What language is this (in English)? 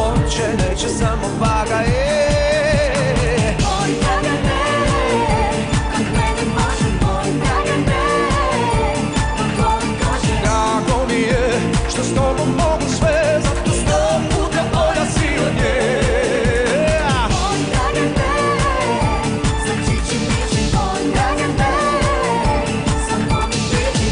Serbian